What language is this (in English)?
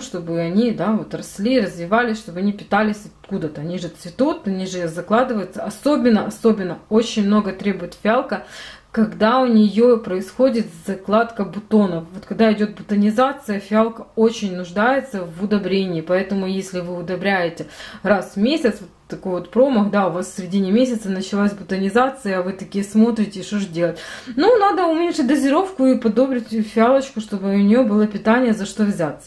Russian